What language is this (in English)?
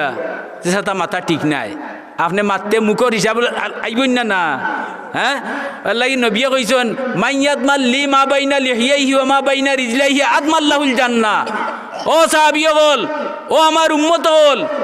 Sylheti